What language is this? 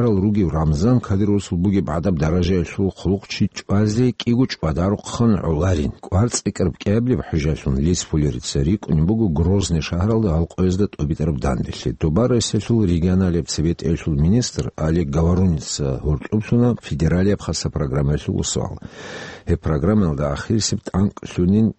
Avaric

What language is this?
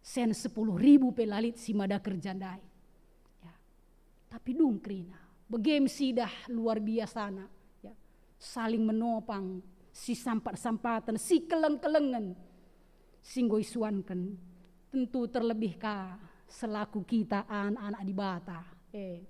Batak Karo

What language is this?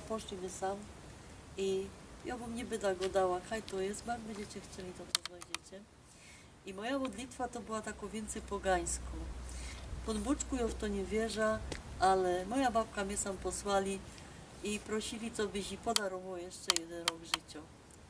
Silesian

